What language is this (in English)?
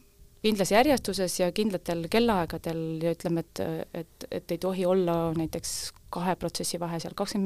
Estonian